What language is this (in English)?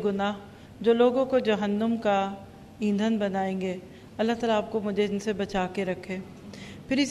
Urdu